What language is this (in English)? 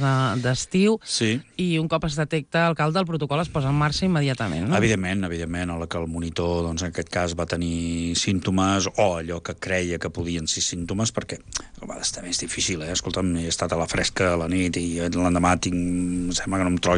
Catalan